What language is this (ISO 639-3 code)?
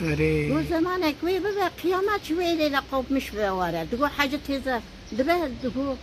kur